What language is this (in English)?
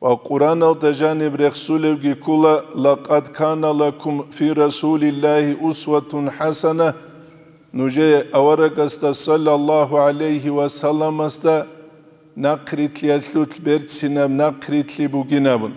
Avaric